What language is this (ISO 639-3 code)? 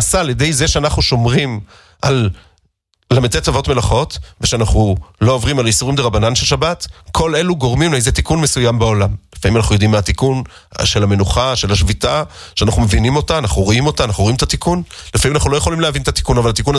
heb